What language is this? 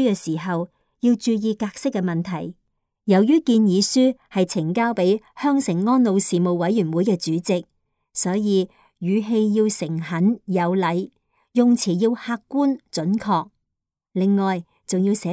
Cantonese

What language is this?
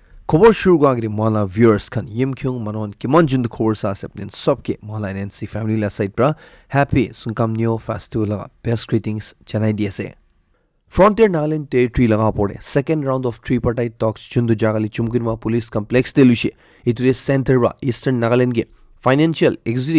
Naga Pidgin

